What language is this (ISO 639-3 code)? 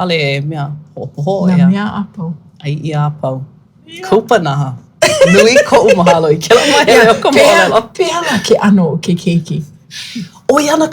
haw